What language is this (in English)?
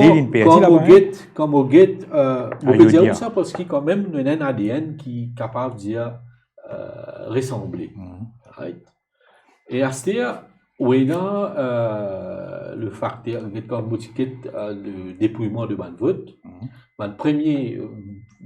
Morisyen